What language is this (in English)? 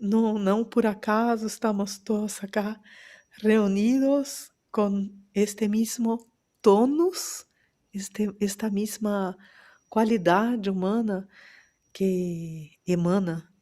Ladino